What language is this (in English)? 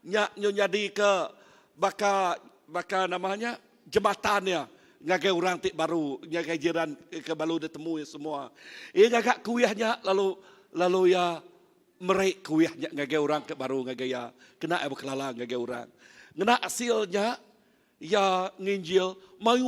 Iban